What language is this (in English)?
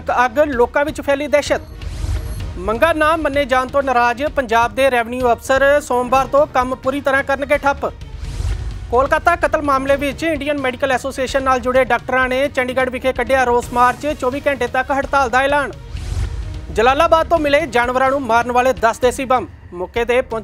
Punjabi